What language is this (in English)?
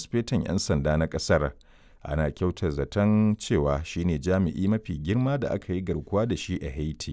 Hausa